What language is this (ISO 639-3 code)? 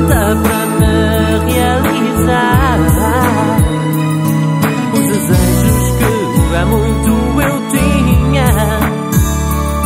por